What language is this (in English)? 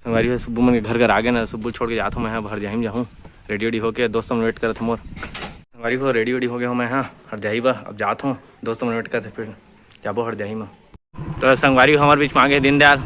Chhattisgarhi